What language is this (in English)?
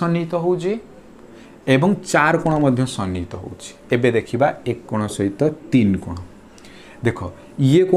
Odia